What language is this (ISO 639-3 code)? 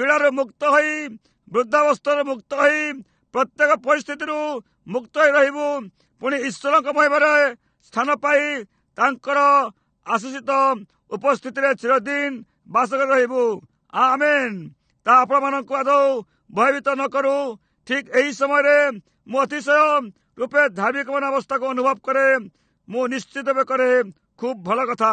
ori